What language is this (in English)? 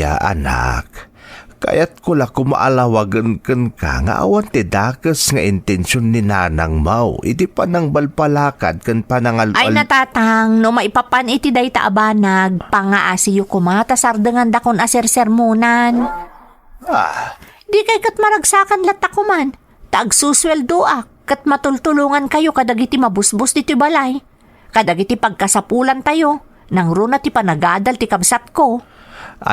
Iloko